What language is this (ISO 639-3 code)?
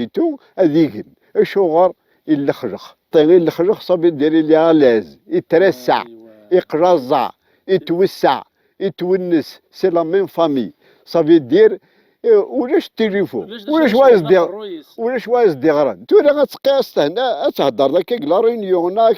kab